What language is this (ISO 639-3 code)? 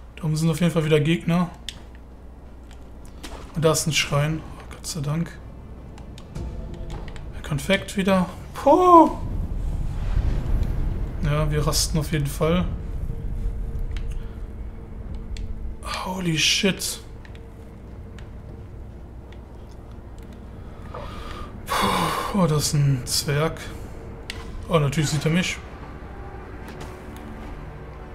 deu